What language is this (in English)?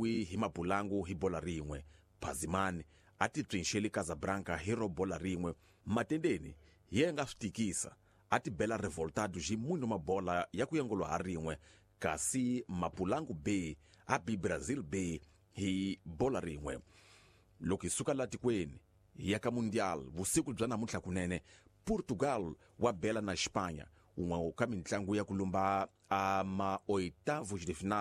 Tsonga